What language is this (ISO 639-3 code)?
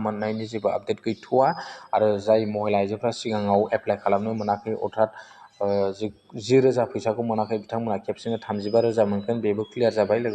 brx